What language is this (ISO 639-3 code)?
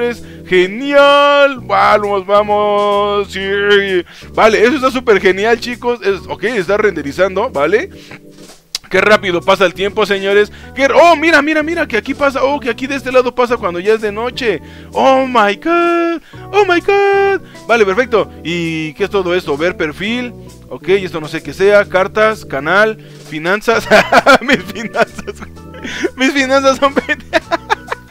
spa